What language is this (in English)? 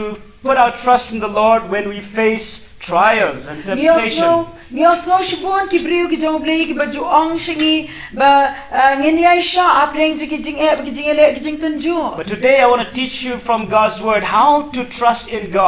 Khasi